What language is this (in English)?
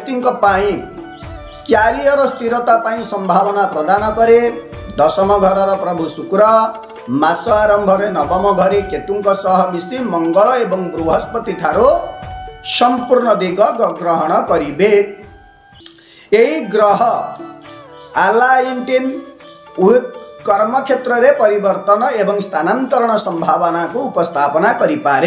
Odia